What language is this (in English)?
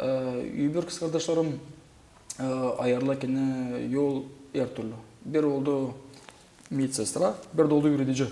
Gagauz